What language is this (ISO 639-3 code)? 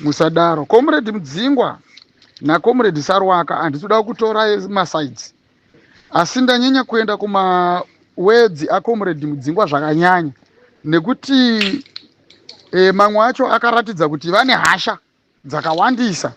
sna